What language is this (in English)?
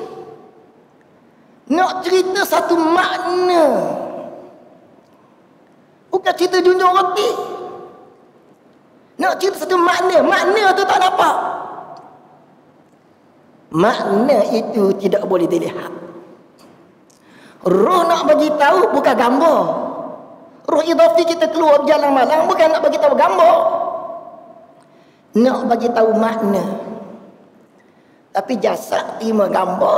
Malay